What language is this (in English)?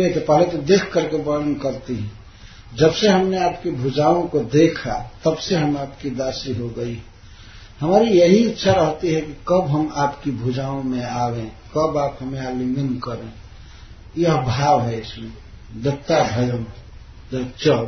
Hindi